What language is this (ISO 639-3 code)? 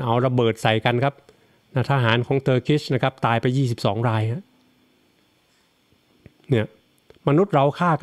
tha